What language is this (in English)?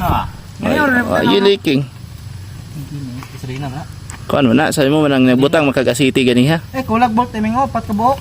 Cebuano